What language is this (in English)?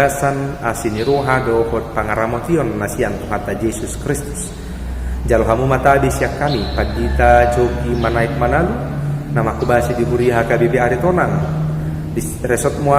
Batak Toba